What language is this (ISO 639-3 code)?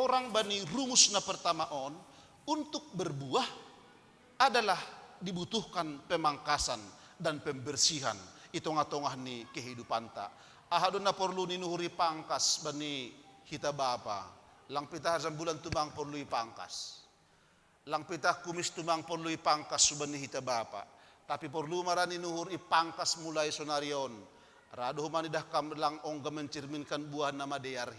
bts